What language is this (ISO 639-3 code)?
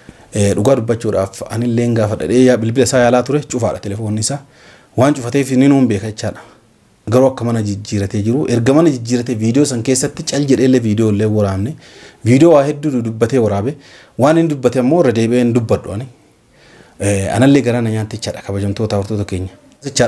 orm